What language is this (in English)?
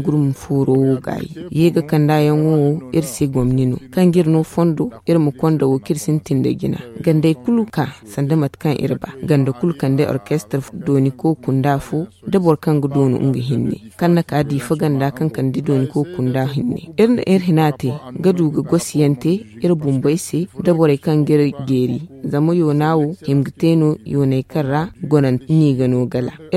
Zarma